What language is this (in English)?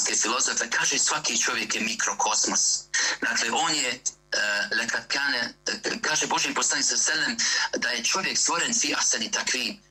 Bosnian